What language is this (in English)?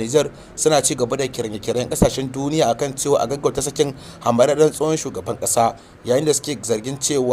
Hausa